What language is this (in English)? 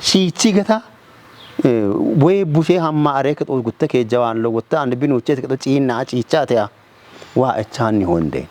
Kafa